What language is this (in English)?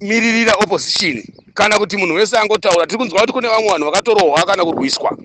Shona